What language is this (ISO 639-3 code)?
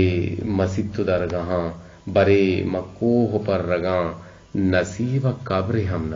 bgp